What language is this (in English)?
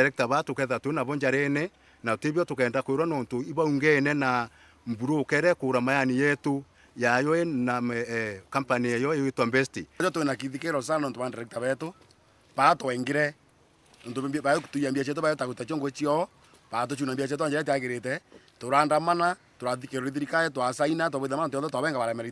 Meru